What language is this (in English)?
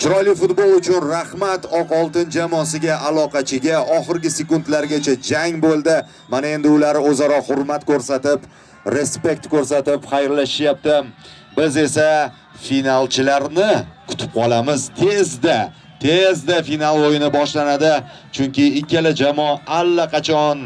Uzbek